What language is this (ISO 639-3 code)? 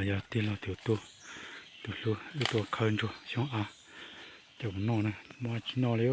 hmn